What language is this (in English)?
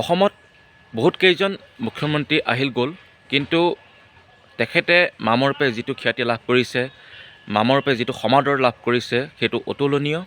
Assamese